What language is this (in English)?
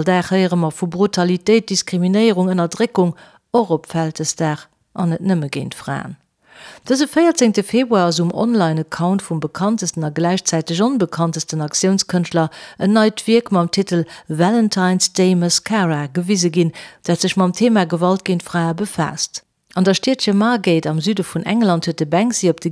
Luxembourgish